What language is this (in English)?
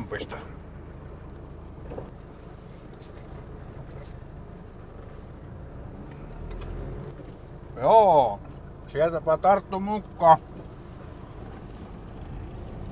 Finnish